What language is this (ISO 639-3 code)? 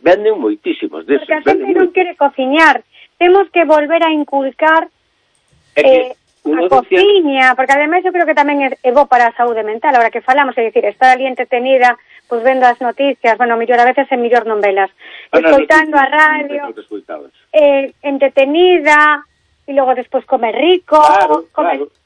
glg